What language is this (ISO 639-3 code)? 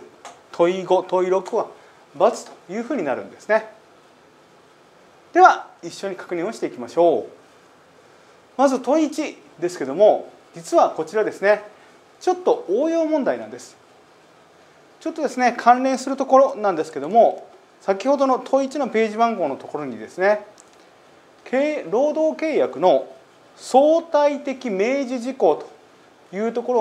jpn